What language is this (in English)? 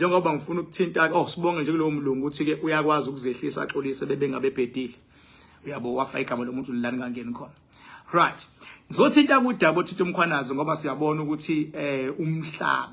Zulu